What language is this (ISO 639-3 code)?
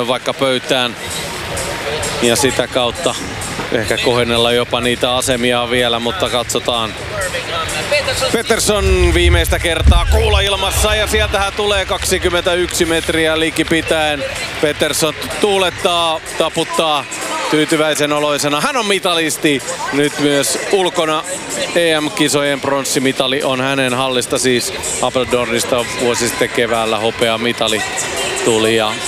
fin